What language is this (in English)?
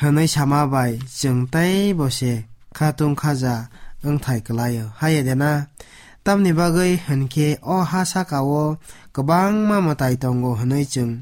Kok Borok